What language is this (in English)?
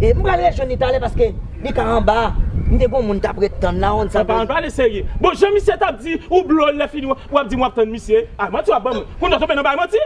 Haitian Creole